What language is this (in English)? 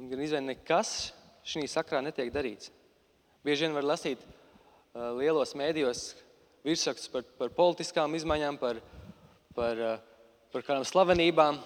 Latvian